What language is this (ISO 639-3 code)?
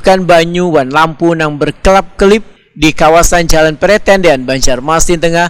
bjn